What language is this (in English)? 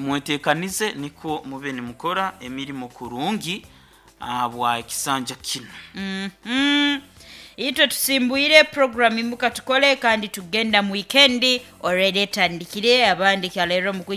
Nyoro